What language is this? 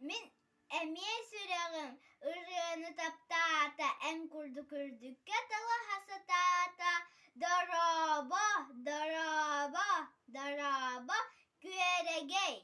Yakut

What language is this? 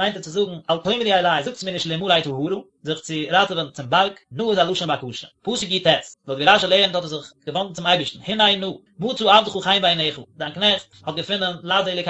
Yiddish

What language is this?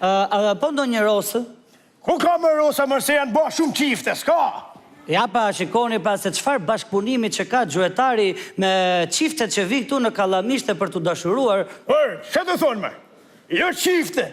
Albanian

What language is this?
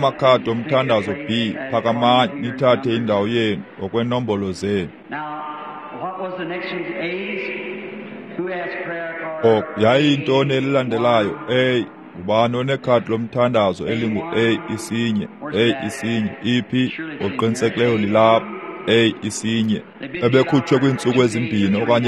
Xhosa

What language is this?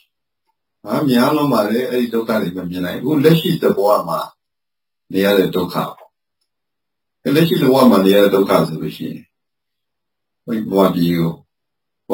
Burmese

